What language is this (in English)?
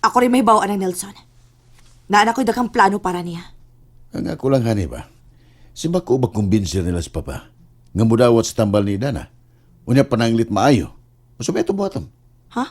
Cebuano